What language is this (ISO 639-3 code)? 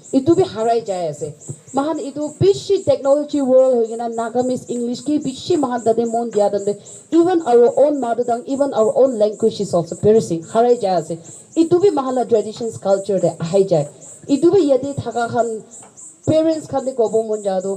nag